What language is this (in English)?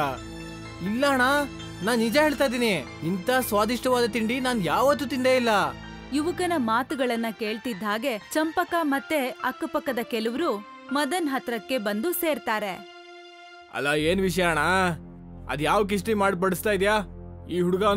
Kannada